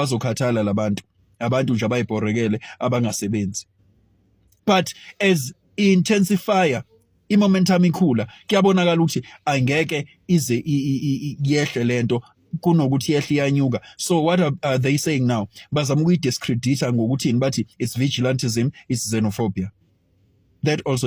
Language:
Zulu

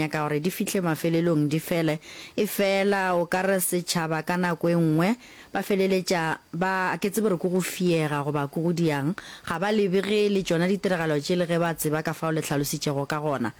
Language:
Northern Sotho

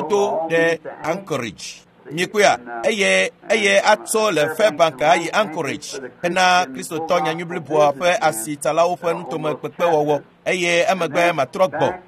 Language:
Ewe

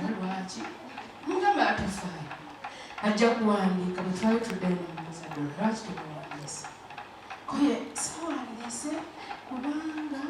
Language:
Ganda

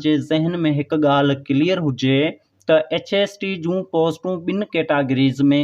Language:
Sindhi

